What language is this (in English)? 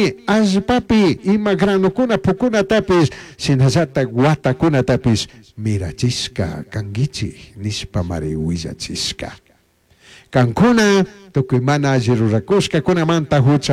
Chimborazo Highland Quichua